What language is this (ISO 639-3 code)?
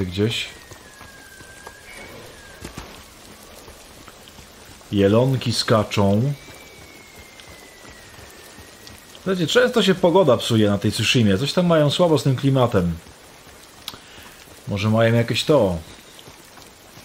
pol